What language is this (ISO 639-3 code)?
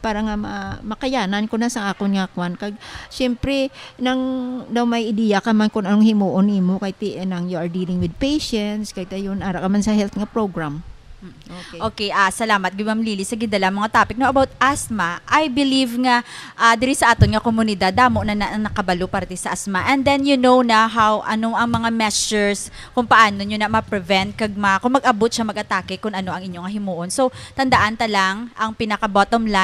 hil